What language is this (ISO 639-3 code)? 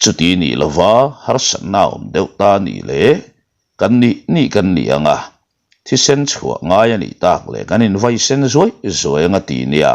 lus